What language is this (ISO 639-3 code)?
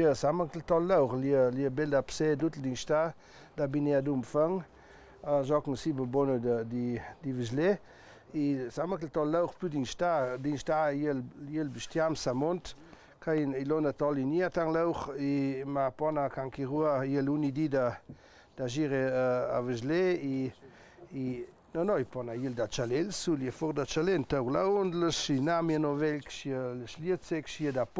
lld